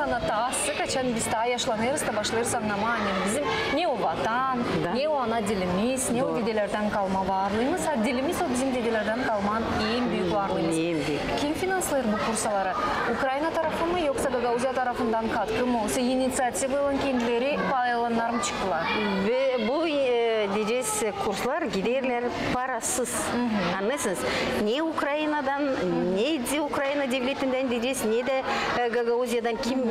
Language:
Gagauz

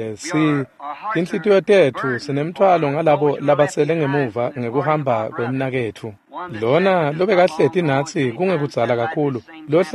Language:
Swati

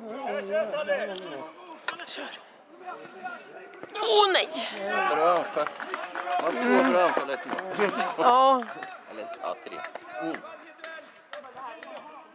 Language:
Swedish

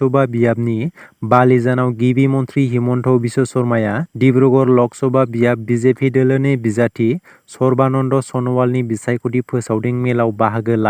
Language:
Bodo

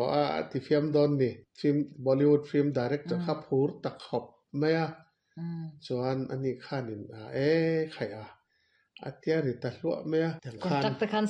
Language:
Mizo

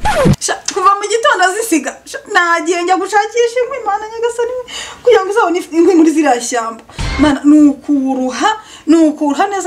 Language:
Kinyarwanda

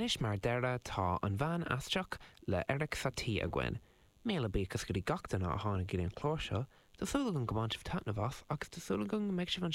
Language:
Irish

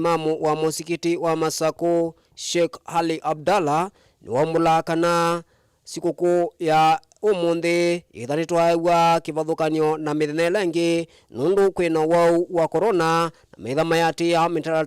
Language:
Kamba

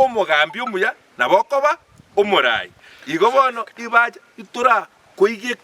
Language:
Gusii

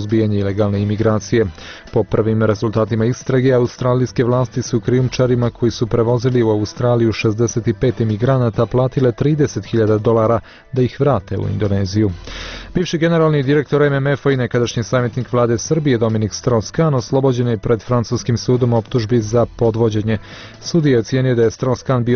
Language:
Bosnian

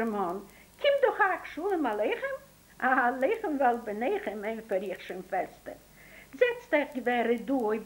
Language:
Yiddish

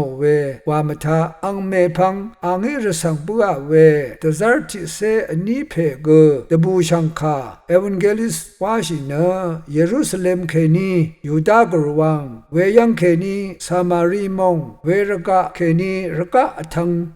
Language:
Rawang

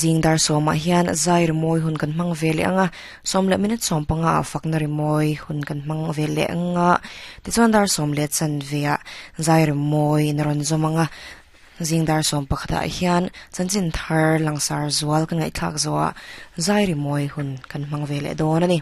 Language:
Mizo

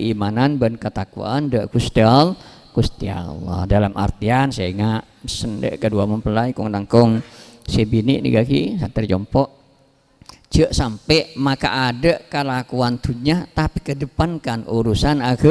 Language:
Madurese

